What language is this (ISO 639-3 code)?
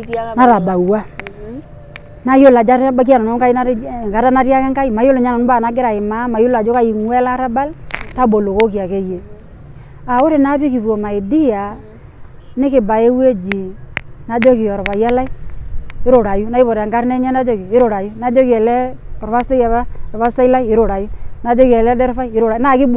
mas